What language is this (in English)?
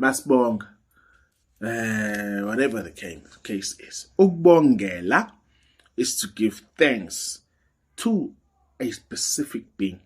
Zulu